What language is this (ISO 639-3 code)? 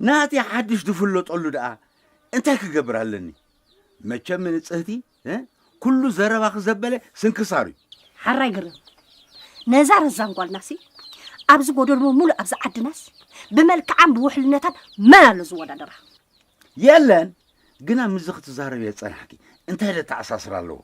tir